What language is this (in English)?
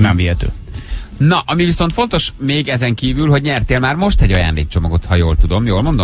Hungarian